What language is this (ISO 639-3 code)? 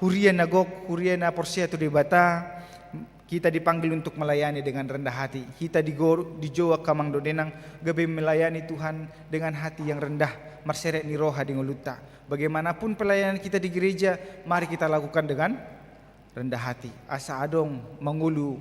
bbc